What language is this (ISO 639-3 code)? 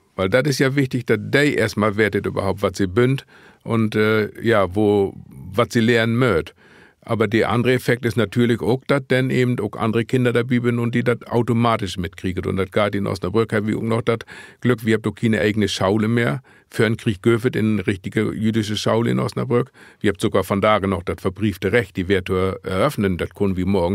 nds